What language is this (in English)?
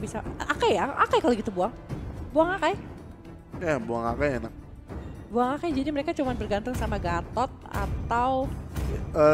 Indonesian